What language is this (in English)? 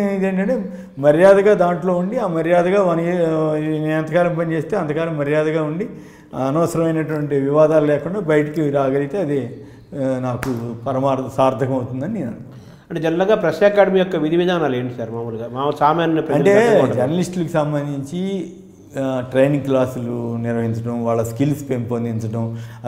Telugu